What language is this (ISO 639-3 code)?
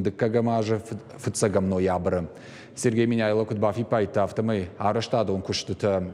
oss